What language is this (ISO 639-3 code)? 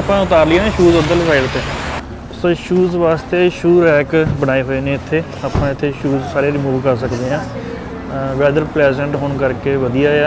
pan